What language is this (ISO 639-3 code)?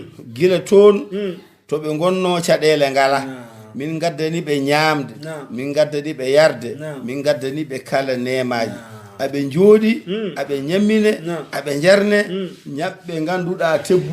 ful